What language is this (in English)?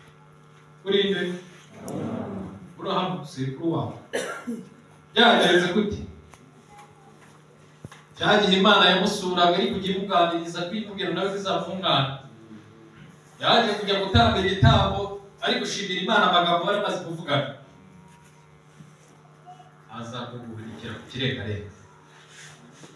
Kinyarwanda